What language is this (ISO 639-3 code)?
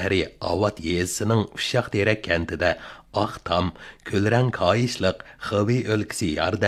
uig